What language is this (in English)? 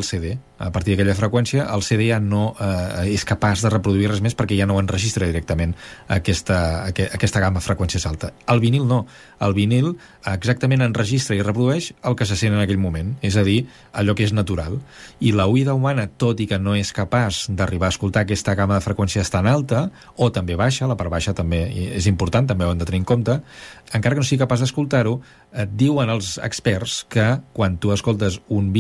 Catalan